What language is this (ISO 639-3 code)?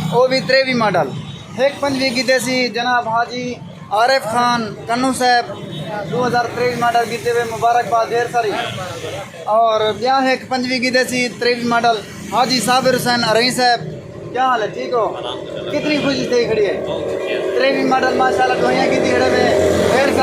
skr